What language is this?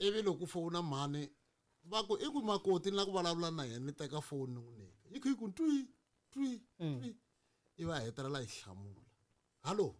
Tsonga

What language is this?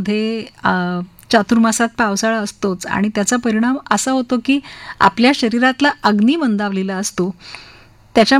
Marathi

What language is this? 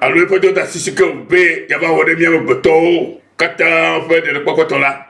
Ewe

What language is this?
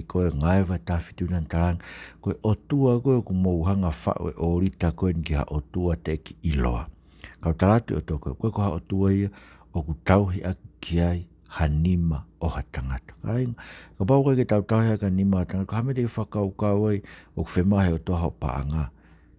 Tongan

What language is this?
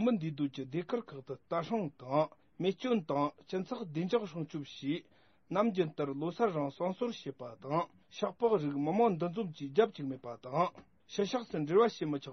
Tibetan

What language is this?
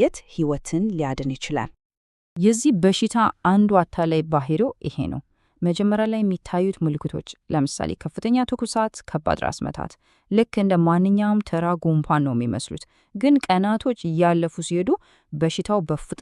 Amharic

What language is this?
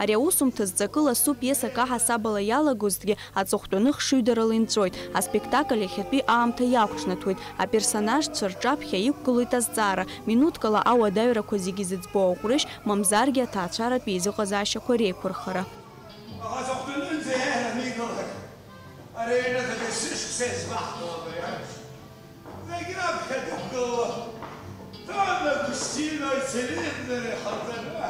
Abkhazian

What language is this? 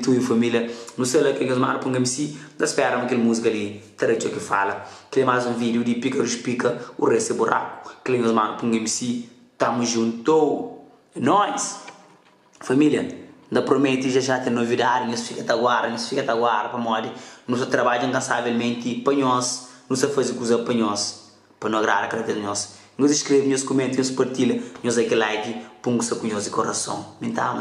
Kabuverdianu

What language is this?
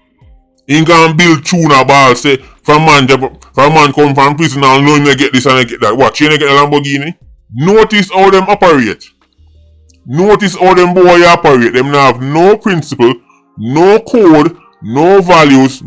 Jamaican Creole English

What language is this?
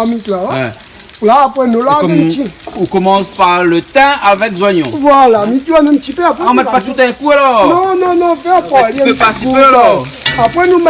Réunion Creole French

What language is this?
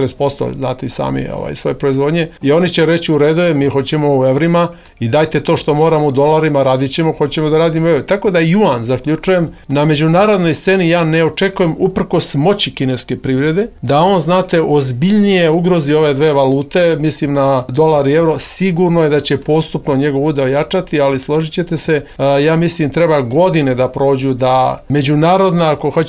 Serbian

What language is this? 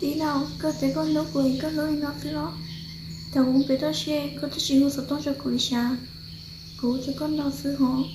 Hmong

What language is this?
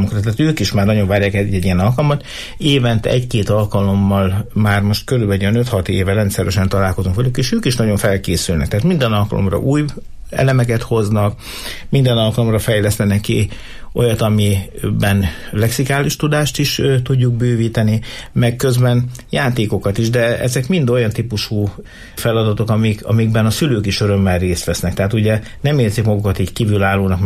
Hungarian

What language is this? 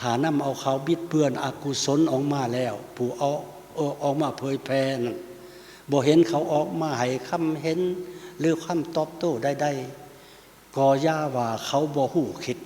Lao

